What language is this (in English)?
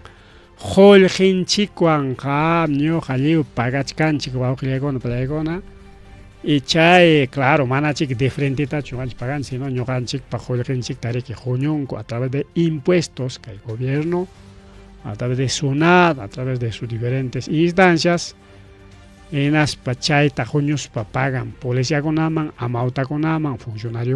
Ayacucho Quechua